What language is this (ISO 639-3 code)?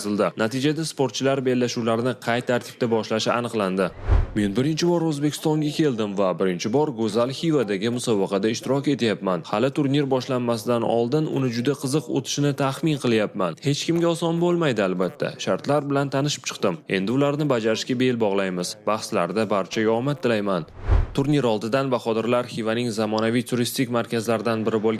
uzb